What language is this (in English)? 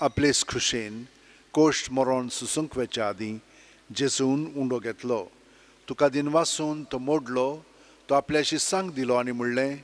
Konkani